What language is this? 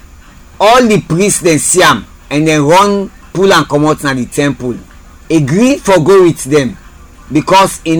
Krio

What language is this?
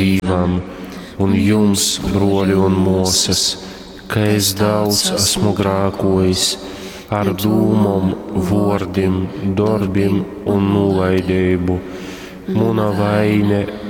Latgalian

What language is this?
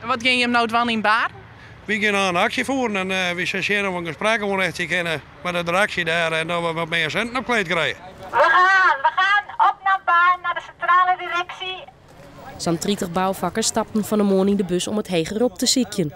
Western Frisian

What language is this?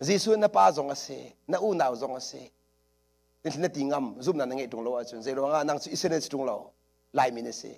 Hakha Chin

